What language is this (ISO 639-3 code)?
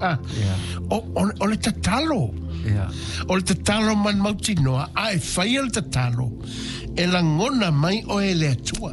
smo